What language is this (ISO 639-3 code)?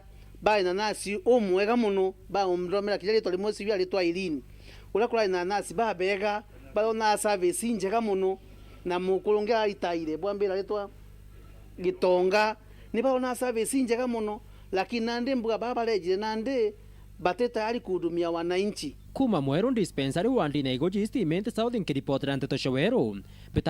mer